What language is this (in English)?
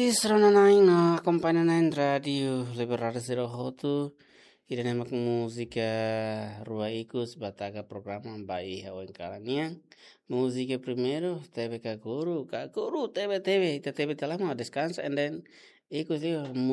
Tetum